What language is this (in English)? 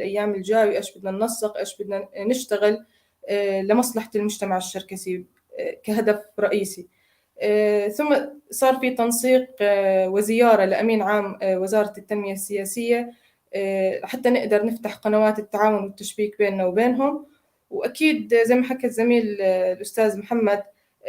North Levantine Arabic